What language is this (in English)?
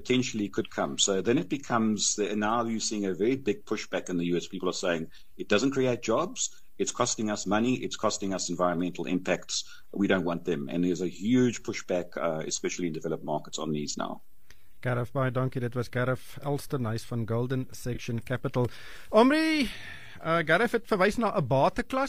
Afrikaans